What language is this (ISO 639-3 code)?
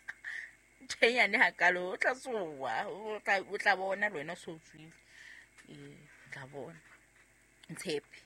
sot